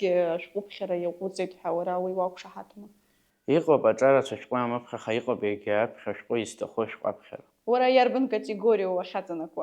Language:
Abkhazian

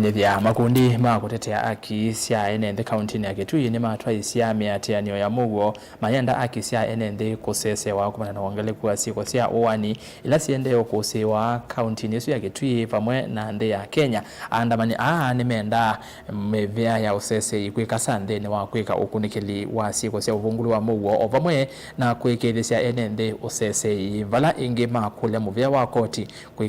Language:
Kamba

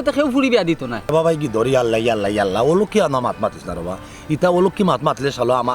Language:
Sylheti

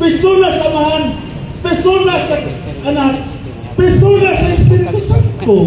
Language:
Cebuano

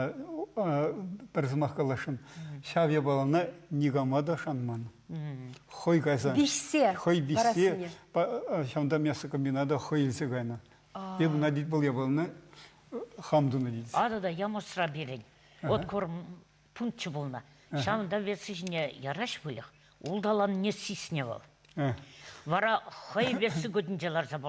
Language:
Chuvash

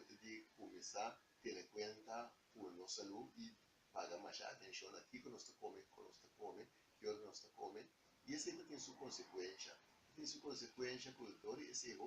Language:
Papiamento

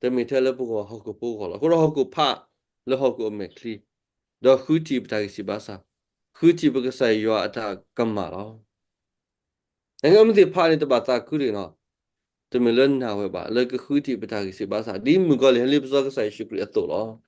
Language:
S'gaw Karen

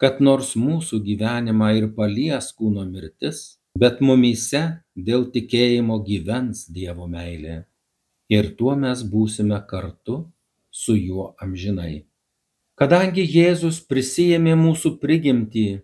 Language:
Lithuanian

